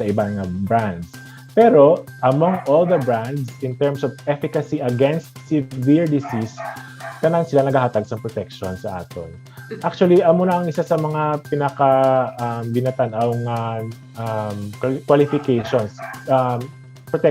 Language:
Hiligaynon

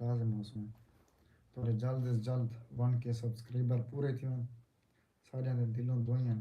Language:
Saraiki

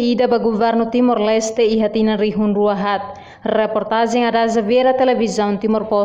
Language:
Tetum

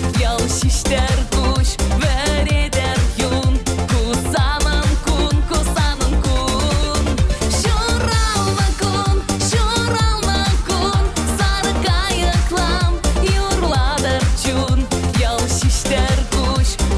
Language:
Chuvash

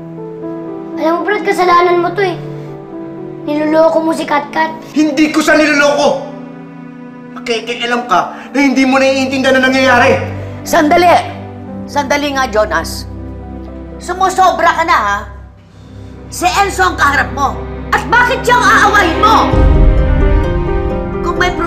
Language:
Filipino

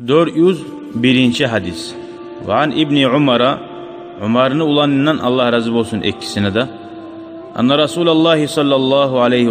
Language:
Kumyk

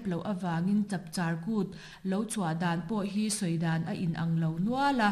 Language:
Mizo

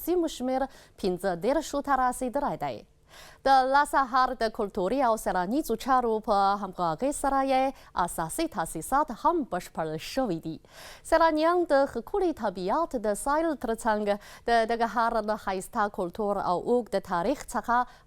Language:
Pashto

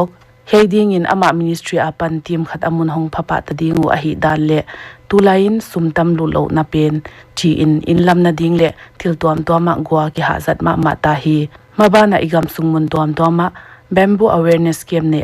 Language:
Paite Chin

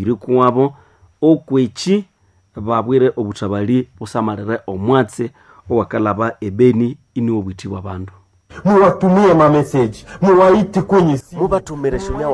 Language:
Nande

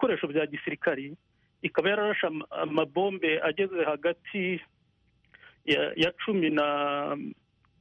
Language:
Kinyarwanda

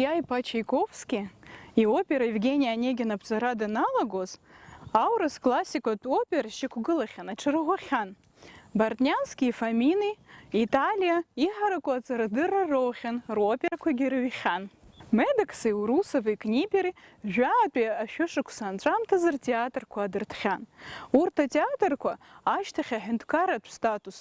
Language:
Abkhazian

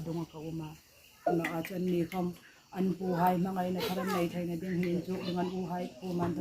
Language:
Hmar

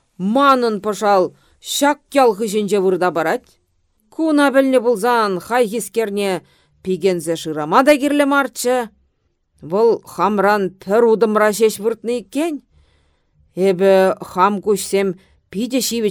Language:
Chuvash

